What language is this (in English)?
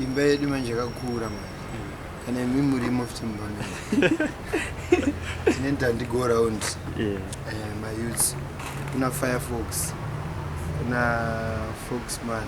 Shona